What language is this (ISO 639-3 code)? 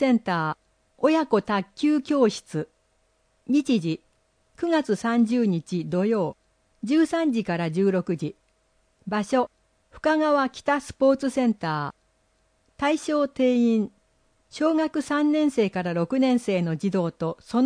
jpn